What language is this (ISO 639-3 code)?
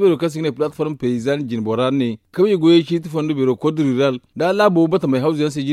dje